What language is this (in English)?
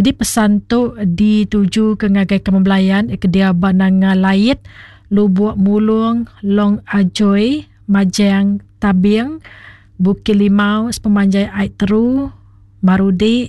Iban